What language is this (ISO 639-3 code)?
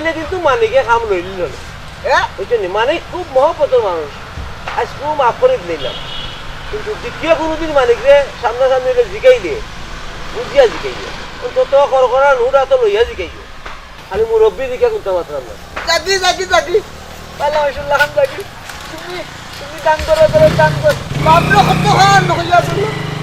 syl